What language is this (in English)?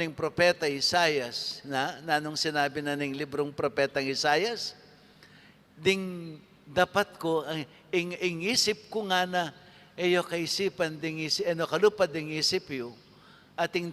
Pampanga